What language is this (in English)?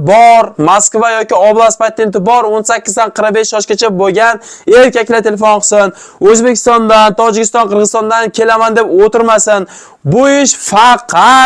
Uzbek